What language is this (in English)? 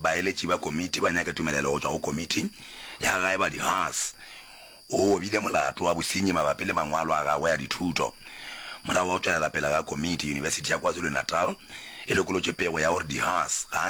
Northern Sotho